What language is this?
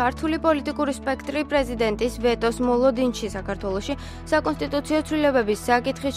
Georgian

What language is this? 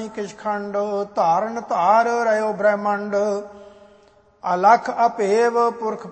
Punjabi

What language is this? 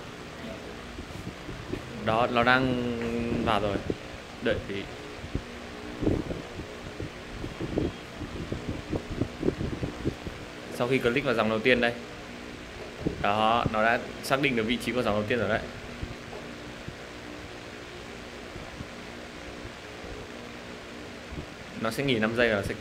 Vietnamese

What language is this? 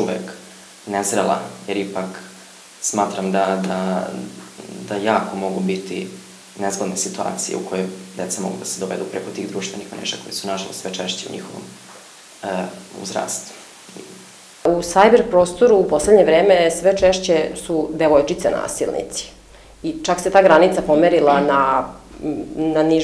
Serbian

